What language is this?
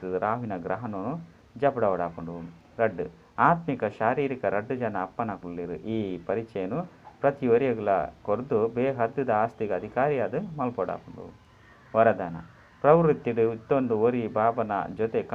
Tulu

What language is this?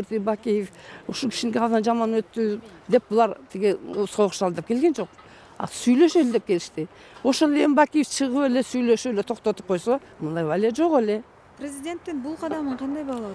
Kyrgyz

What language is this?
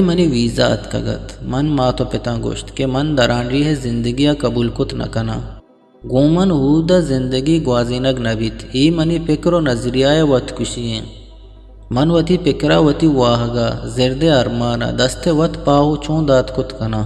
Eastern Balochi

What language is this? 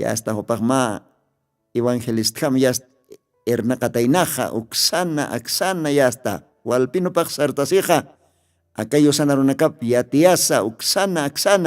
Aymara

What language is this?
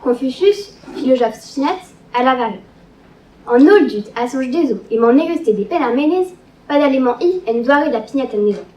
Breton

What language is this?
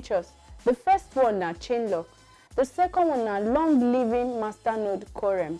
Nigerian Pidgin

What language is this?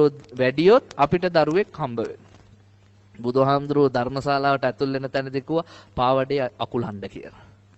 Sinhala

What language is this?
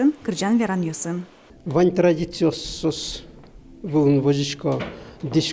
Udmurt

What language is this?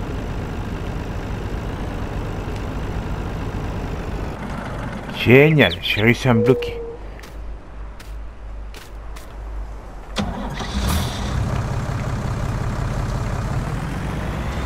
French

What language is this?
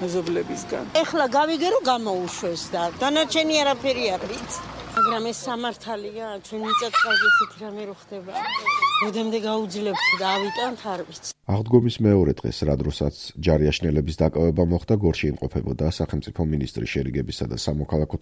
Georgian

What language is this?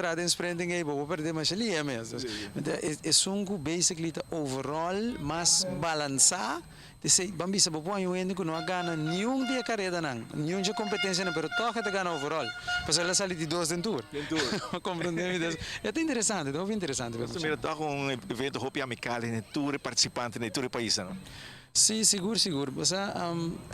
Papiamento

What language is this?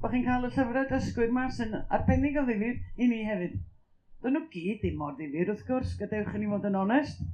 Welsh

